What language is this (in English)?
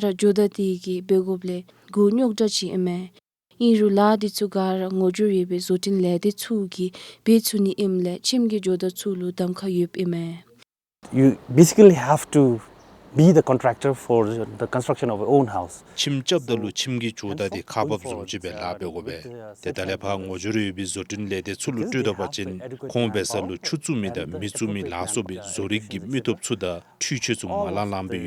Dzongkha